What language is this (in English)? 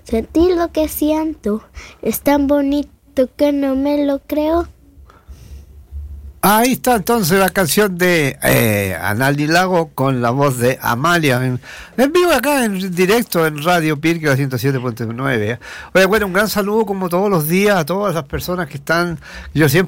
Spanish